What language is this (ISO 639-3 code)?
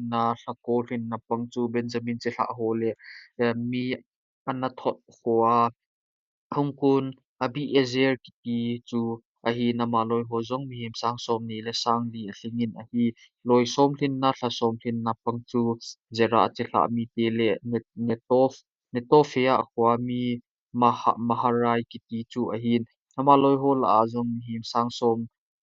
tcz